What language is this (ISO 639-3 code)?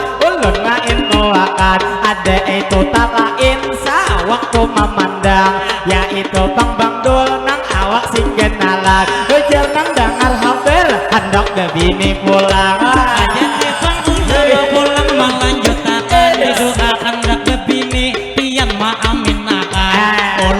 bjn